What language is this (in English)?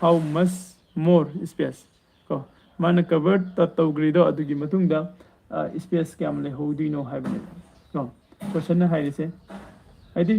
Manipuri